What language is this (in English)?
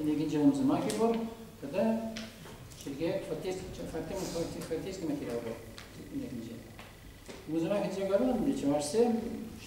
Chuvash